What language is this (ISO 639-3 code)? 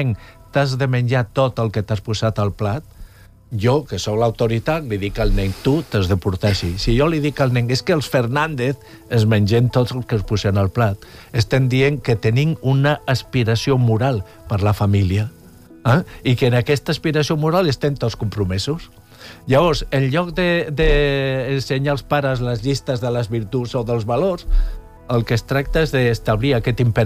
cat